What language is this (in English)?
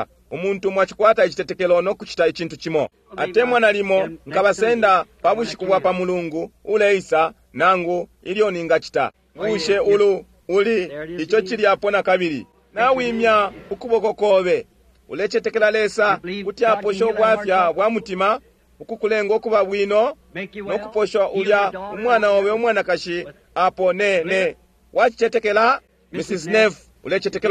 Bemba